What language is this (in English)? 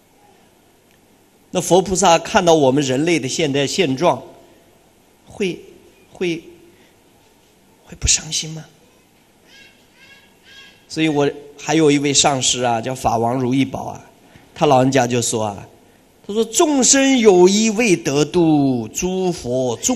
Chinese